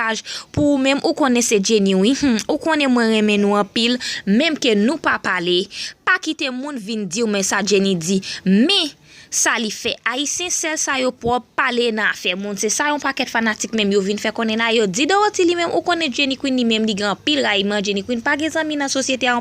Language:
Haitian Creole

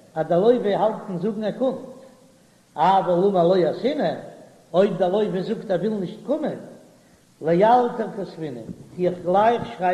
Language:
Yiddish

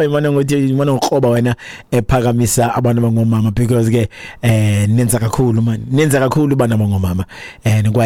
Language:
Xhosa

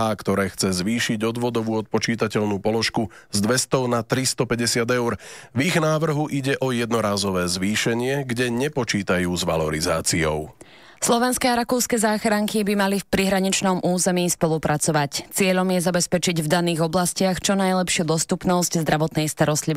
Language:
Slovak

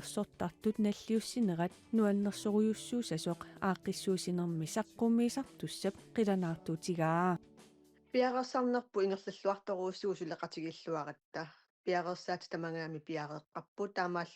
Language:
Kalaallisut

